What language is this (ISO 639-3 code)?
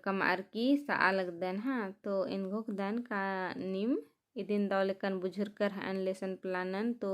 kru